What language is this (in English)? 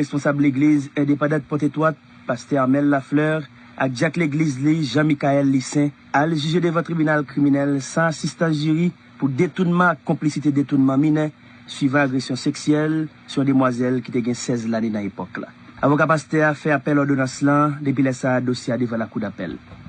Haitian Creole